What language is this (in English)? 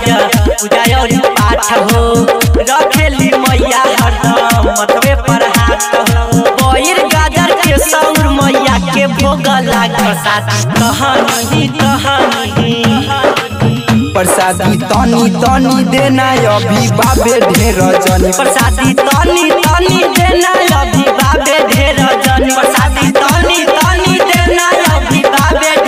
Bhojpuri